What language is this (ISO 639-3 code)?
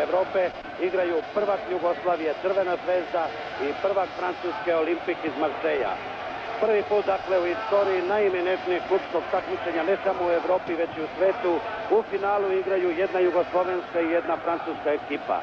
srp